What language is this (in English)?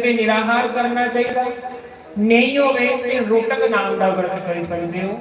Dogri